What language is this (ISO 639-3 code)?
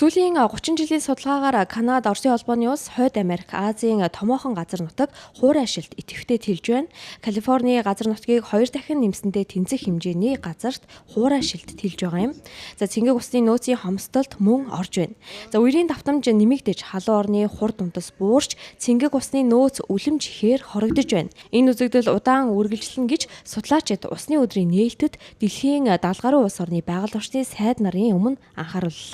mon